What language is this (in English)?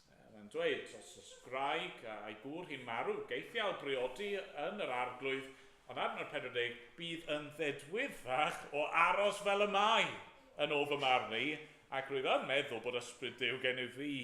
Welsh